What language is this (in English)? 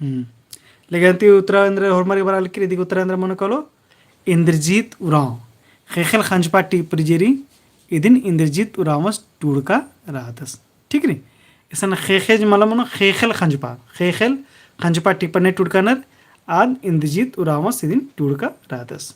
Kurukh